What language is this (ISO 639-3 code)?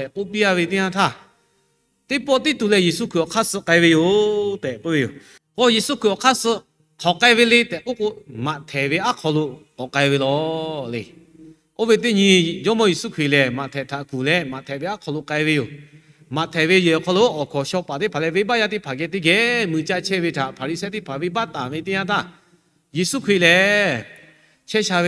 lhu